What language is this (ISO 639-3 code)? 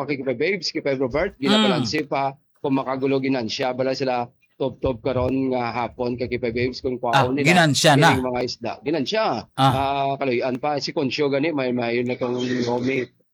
hil